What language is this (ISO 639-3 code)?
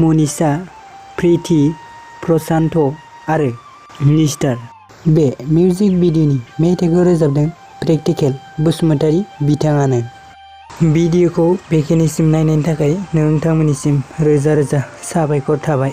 brx